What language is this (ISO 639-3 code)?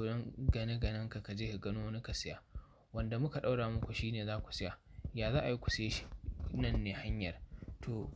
hau